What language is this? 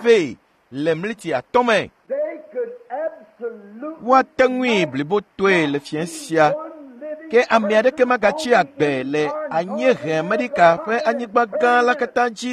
Ewe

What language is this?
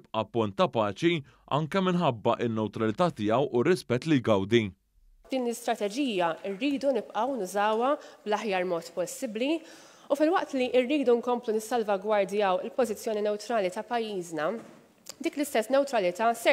Maltese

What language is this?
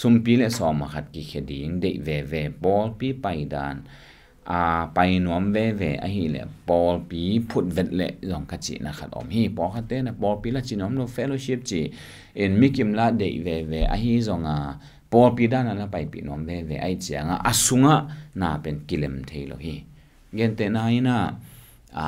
Tedim Chin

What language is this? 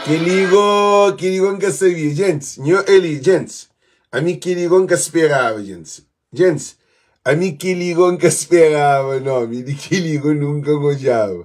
Kabuverdianu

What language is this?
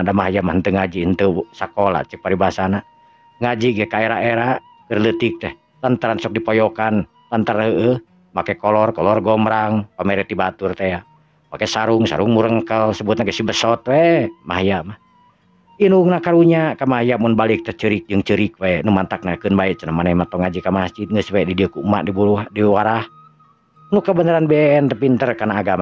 Sundanese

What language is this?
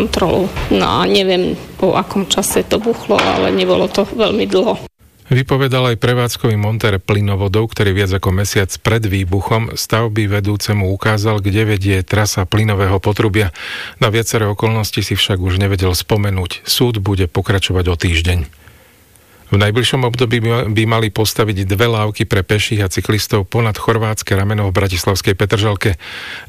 Slovak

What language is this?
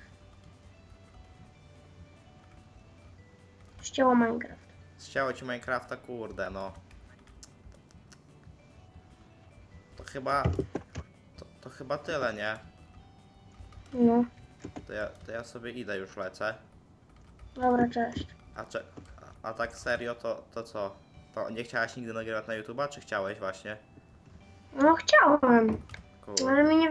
Polish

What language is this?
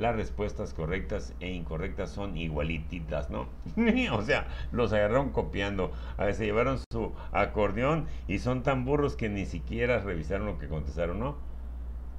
Spanish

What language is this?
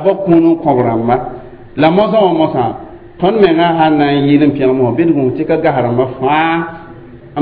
Mossi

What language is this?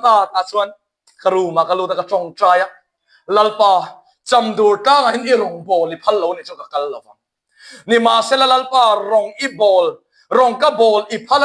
Mizo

